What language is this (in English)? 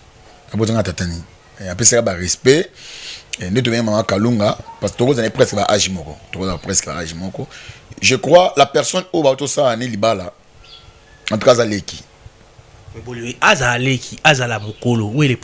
Lingala